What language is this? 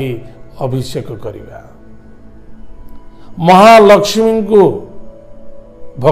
Odia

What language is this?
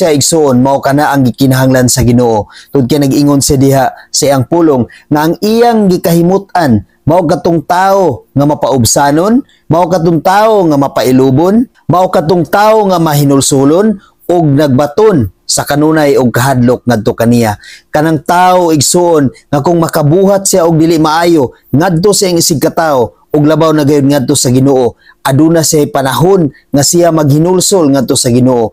Cebuano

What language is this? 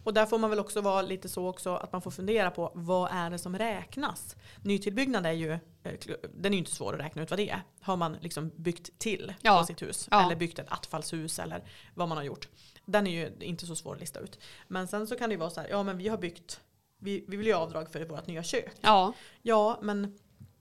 Swedish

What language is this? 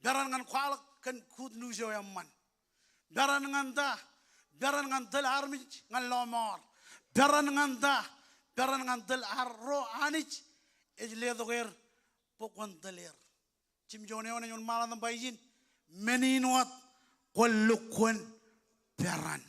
Marshallese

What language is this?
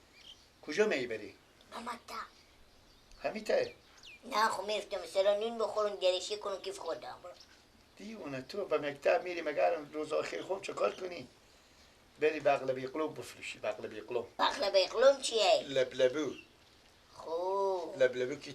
Persian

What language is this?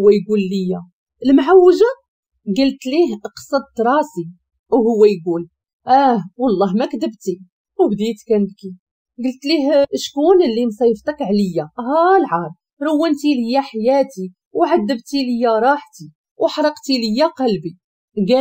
Moroccan Arabic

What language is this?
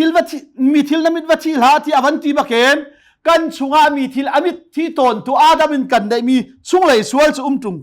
Hakha Chin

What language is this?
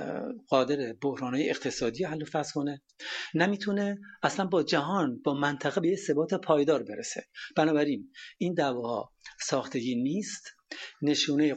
Persian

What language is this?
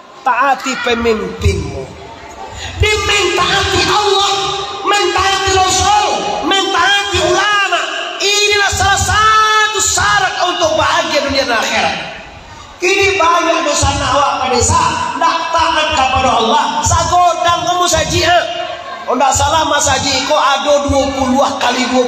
Minangkabau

